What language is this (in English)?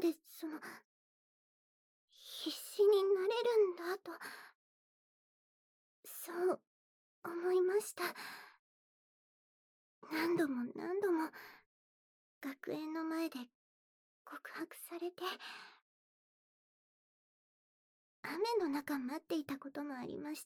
Japanese